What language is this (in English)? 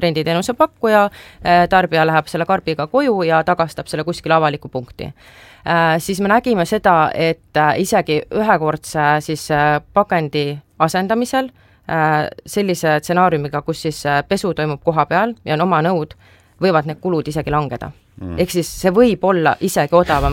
Estonian